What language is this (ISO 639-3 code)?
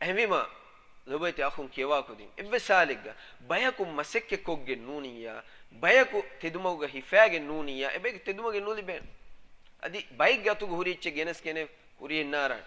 div